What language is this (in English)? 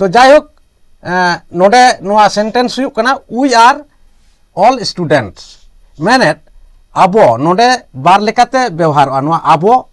Santali